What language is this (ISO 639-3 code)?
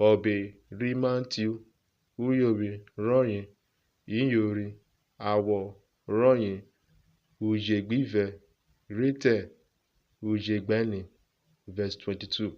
urh